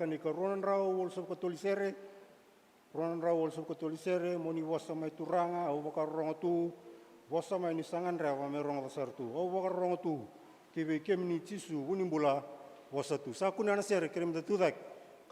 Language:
Fijian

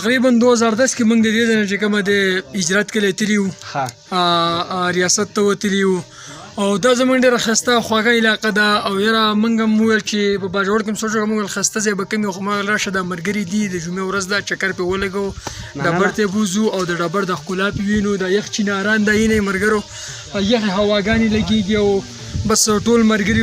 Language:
Pashto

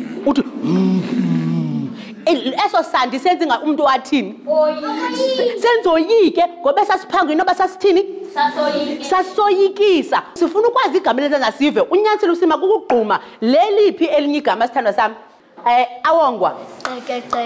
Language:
Xhosa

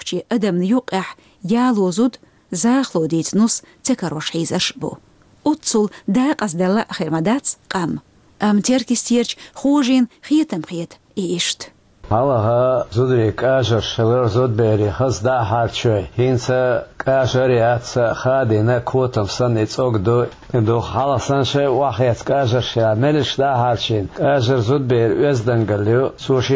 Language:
Chechen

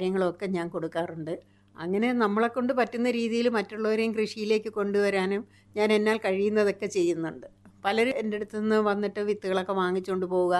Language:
Malayalam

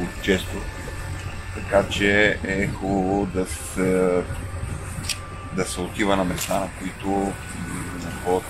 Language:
Bulgarian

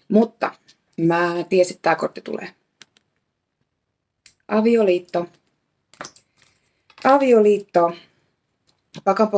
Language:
Finnish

